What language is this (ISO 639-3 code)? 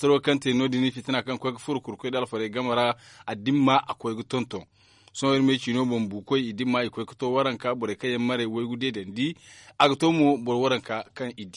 dje